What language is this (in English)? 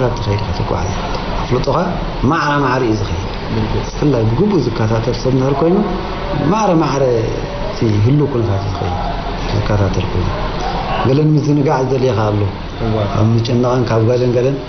Tigrinya